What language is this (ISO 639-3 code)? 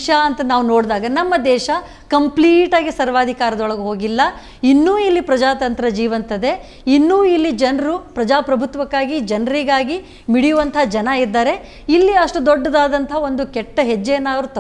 kan